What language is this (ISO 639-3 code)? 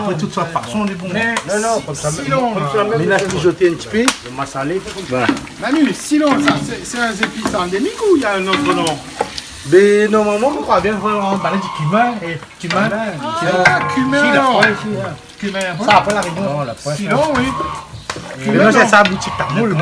rcf